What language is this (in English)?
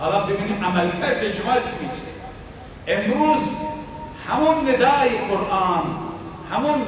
Persian